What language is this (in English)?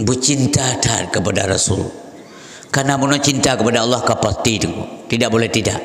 Achinese